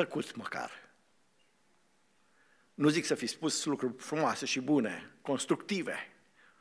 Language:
Romanian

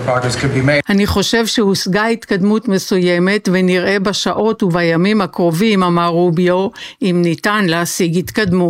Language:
Hebrew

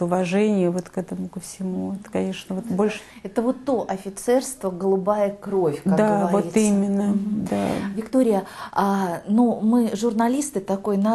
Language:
Russian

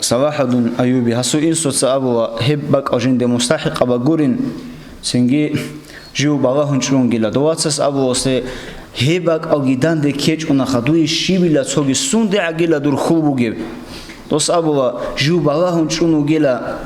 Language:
Avaric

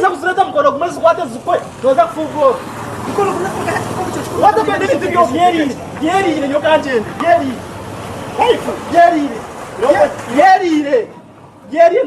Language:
Nyankole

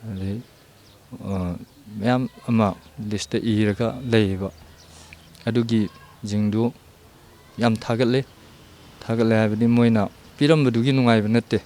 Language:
Manipuri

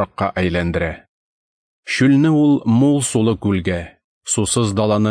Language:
Tatar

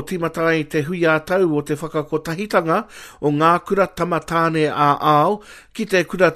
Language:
Māori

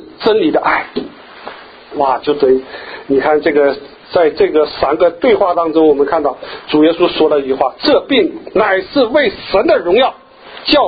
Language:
Chinese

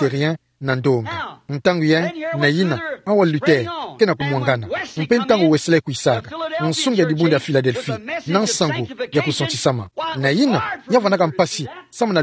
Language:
Kituba (Democratic Republic of Congo)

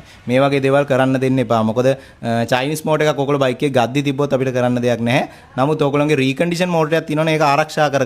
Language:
Sinhala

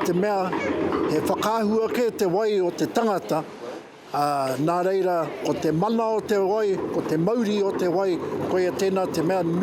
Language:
Māori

